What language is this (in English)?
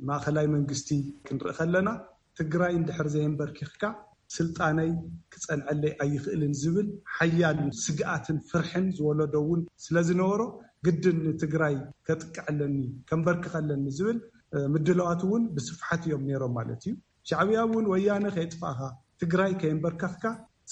Tigrinya